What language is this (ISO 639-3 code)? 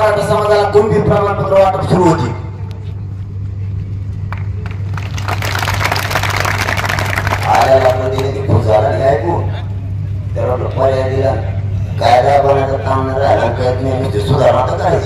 mar